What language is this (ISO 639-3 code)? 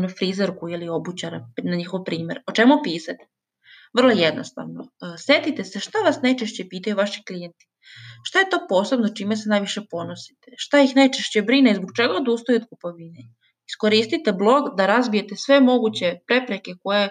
hrv